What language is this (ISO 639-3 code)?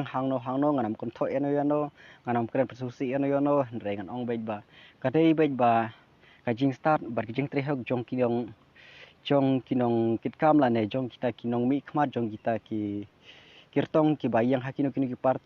kha